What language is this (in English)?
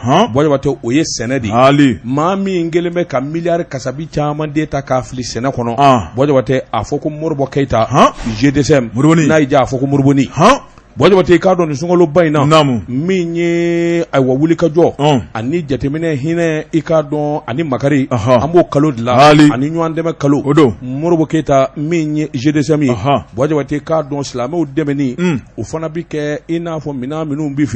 Bambara